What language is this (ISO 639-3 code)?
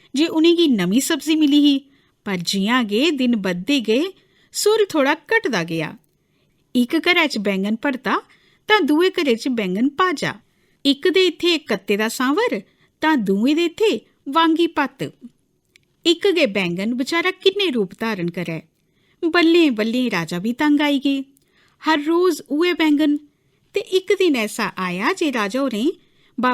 doi